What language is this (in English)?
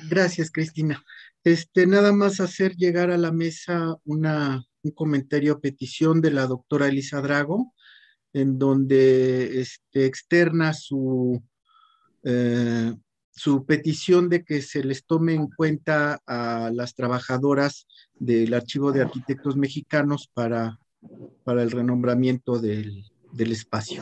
Spanish